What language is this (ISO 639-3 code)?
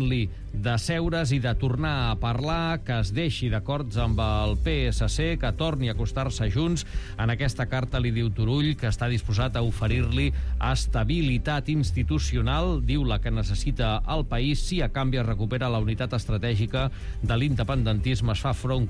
cat